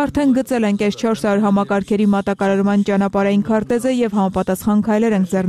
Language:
Armenian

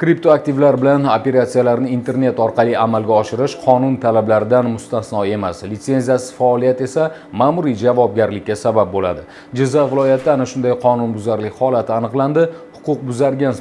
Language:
Uzbek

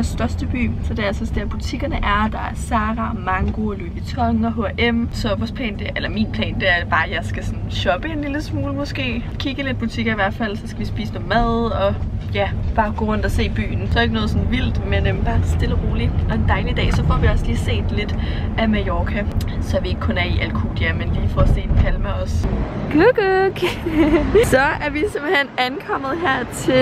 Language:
Danish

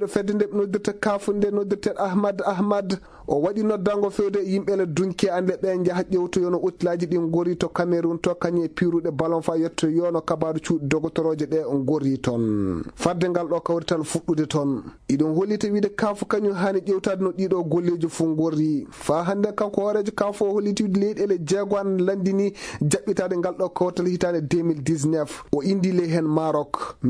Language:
Fula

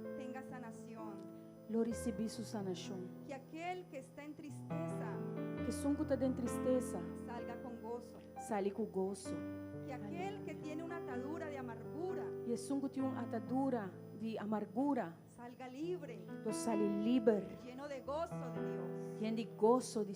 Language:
Papiamento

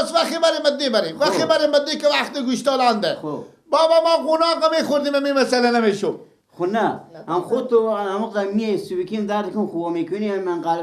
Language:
Persian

